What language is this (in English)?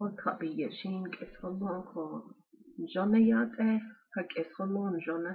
Navajo